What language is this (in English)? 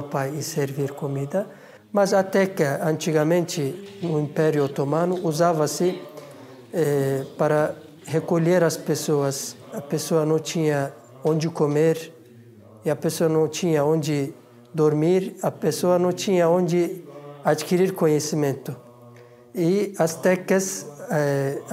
Portuguese